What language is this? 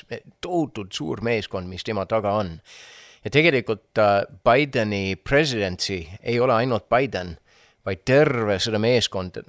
Estonian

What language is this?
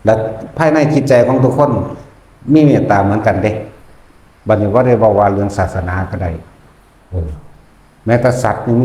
Lao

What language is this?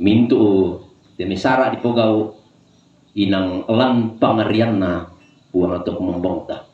Toraja-Sa'dan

